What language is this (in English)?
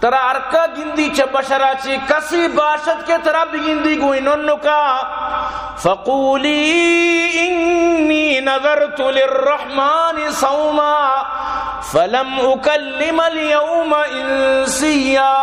Baluchi